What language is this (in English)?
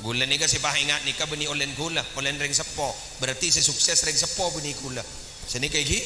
Madurese